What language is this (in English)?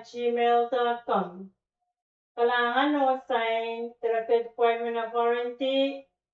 Pohnpeian